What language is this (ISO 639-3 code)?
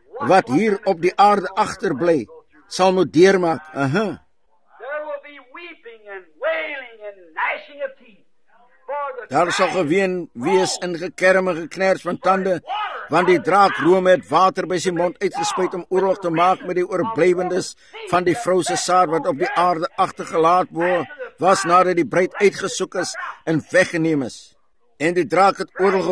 afr